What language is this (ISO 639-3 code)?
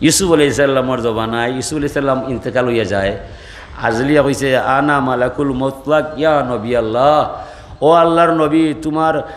syl